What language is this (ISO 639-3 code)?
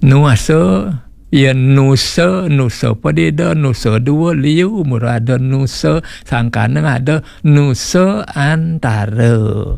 ban